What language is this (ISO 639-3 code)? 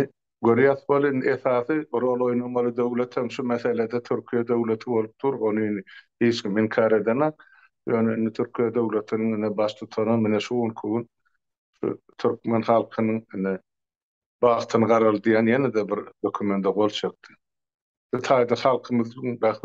tuk